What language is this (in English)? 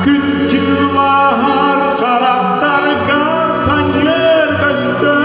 Yakut